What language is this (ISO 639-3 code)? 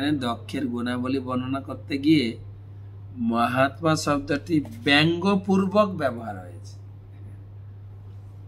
ben